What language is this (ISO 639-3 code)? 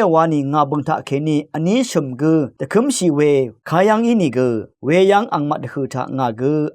raw